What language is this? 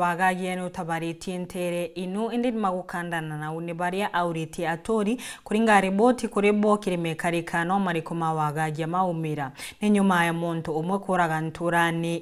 Meru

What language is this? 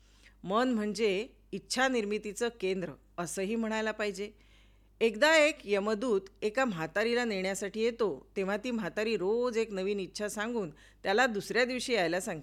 Marathi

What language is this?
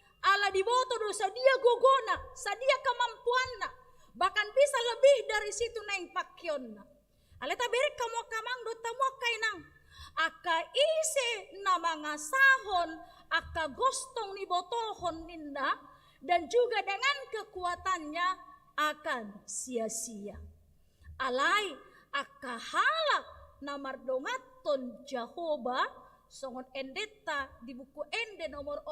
Batak Toba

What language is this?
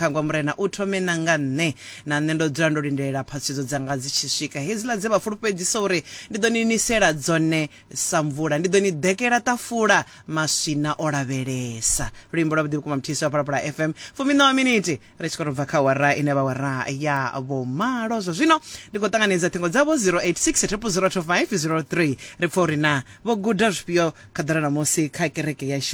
Venda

